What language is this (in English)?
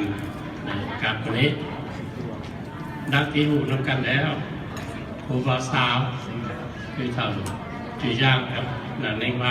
Lao